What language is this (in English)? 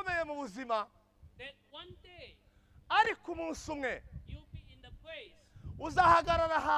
Kinyarwanda